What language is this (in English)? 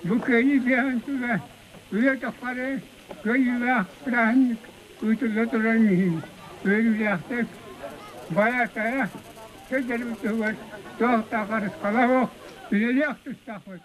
Yakut